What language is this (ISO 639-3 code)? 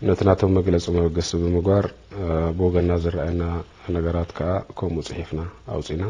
tir